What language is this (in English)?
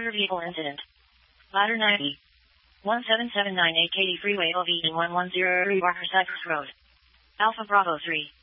English